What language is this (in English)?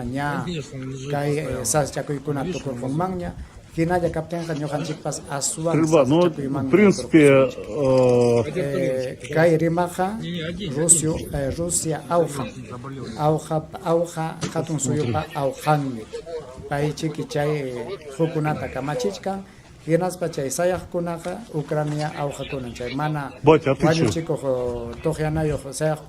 Ayacucho Quechua